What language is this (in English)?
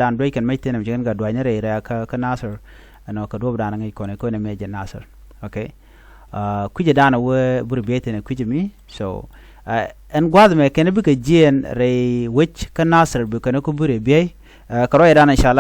Nuer